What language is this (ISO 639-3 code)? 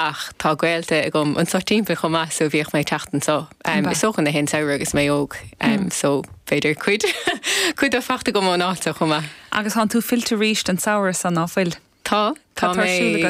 gle